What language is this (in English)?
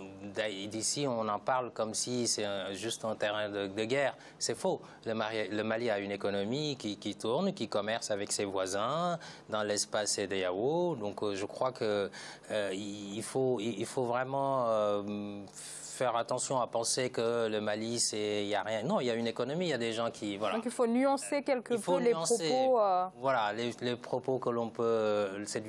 French